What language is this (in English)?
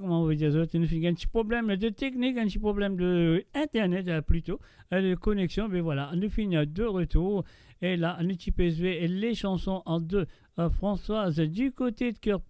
Morisyen